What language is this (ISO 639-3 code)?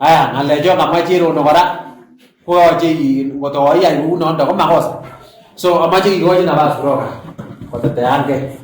kln